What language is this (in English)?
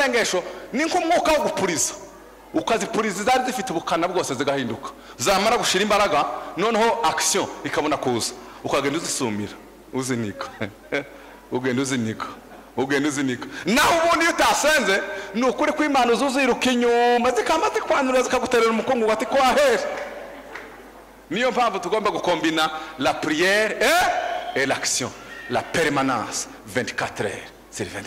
Kinyarwanda